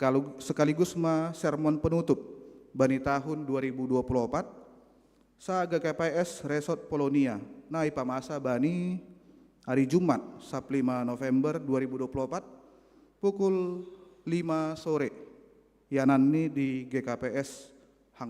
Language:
Batak Simalungun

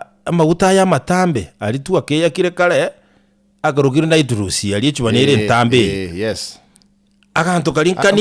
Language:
Gusii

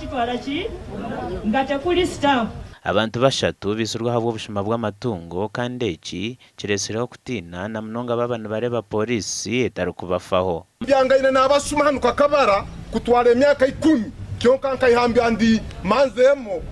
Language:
Nyankole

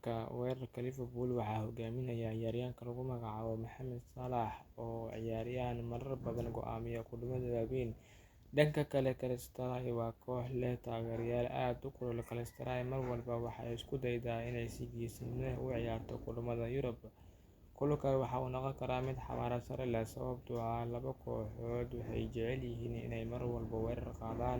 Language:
Somali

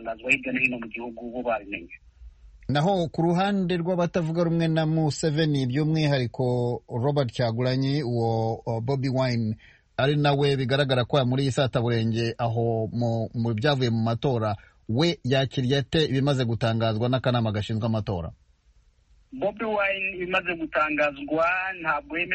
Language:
Kinyarwanda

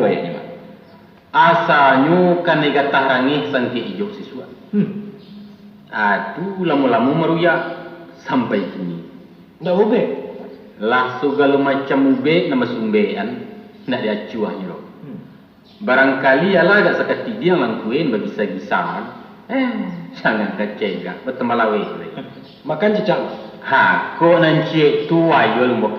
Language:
Minangkabau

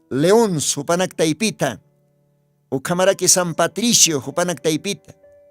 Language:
Aymara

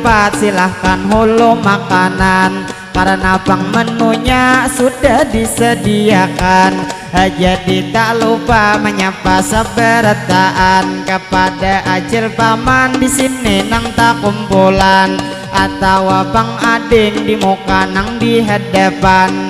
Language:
Banjar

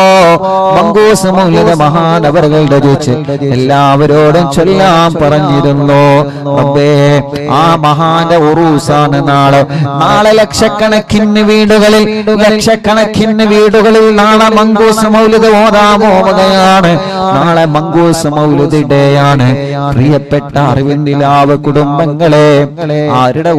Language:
Malayalam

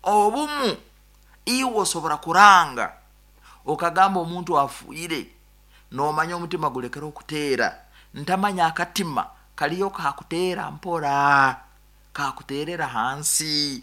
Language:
Nyankole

